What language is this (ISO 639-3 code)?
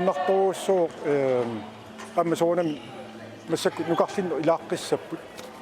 kal